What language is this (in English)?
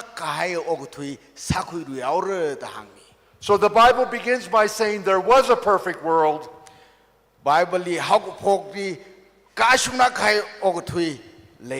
Tangkhul Naga (India)